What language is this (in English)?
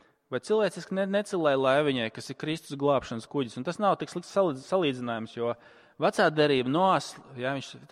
Latvian